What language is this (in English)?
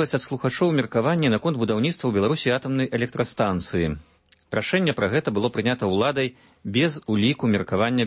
Belarusian